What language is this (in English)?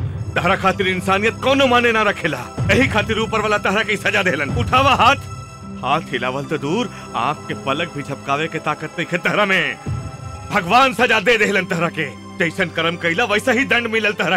Bhojpuri